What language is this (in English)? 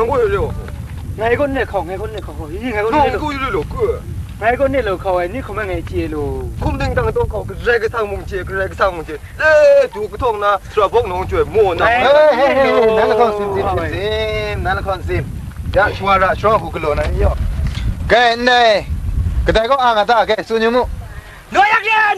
Kachin